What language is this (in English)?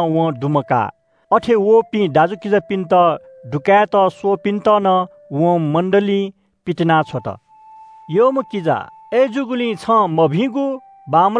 Newari